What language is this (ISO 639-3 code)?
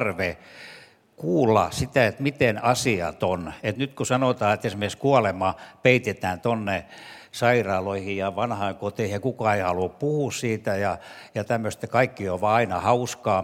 fin